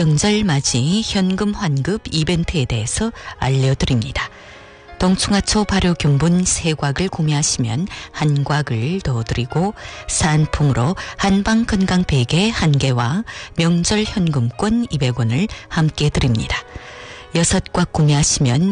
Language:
Korean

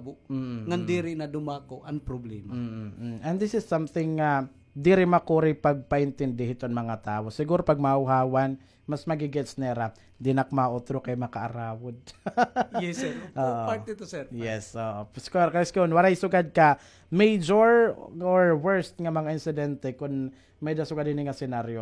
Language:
Waray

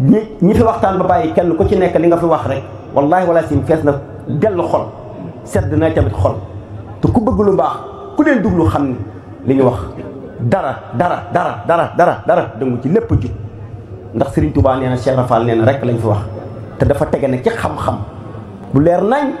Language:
Wolof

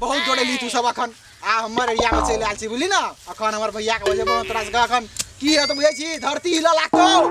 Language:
Maithili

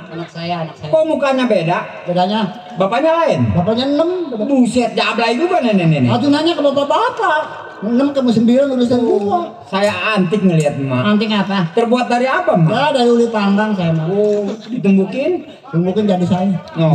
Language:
Betawi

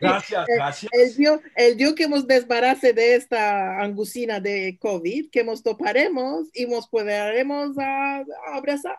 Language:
Ladino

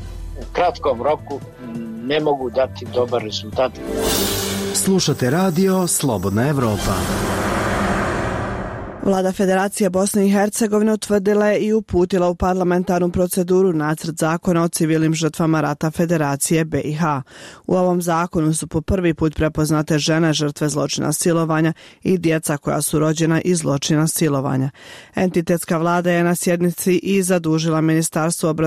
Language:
Bosnian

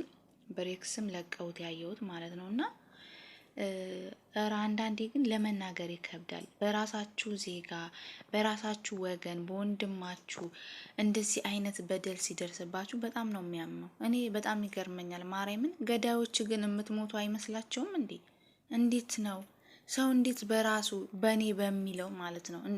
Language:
Amharic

